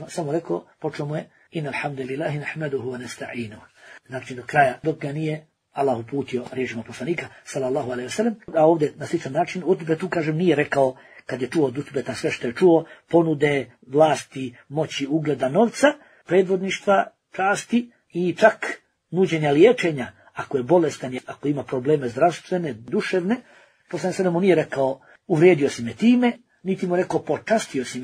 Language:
Bosnian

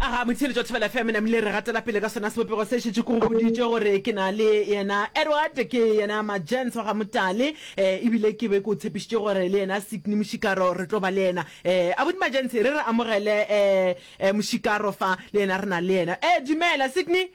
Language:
Northern Sotho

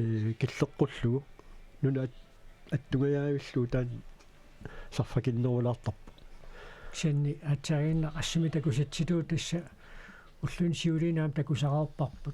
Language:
Kalaallisut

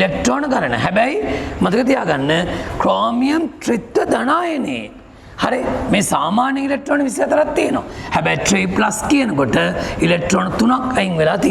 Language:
Sinhala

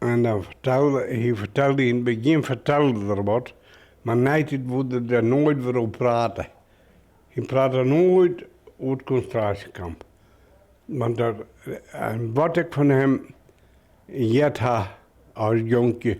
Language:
Western Frisian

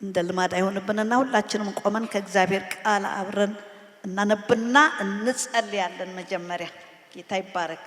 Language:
Amharic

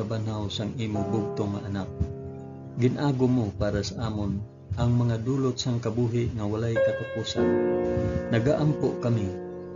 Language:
Hiligaynon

